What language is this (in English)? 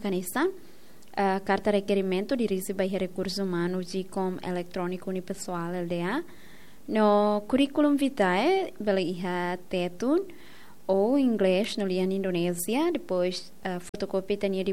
Tetum